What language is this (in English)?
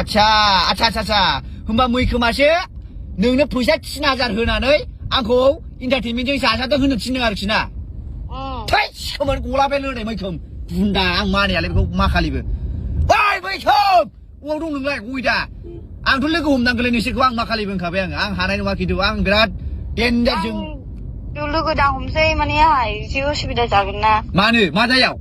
Bodo